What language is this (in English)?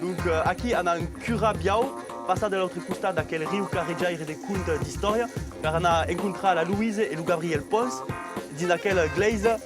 Occitan